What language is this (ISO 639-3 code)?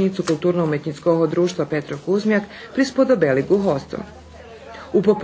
rue